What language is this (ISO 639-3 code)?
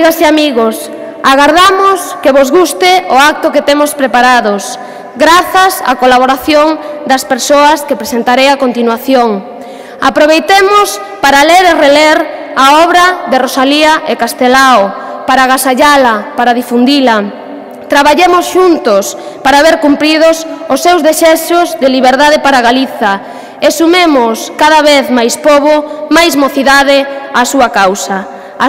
glg